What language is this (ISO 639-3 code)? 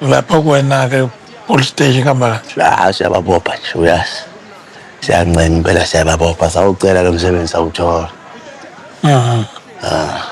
zul